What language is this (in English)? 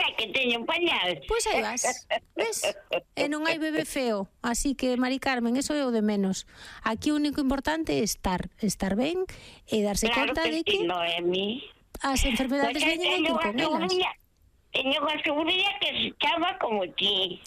Galician